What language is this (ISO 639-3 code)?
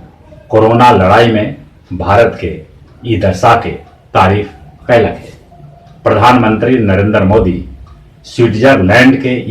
mag